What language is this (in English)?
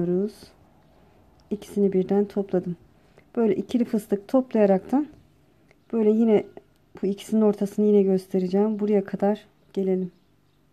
Turkish